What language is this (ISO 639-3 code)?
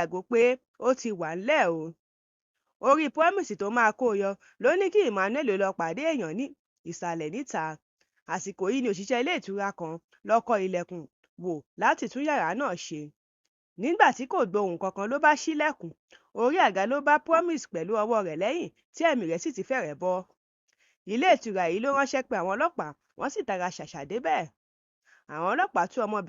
yor